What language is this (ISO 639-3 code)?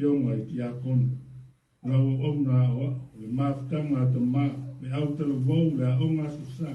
smo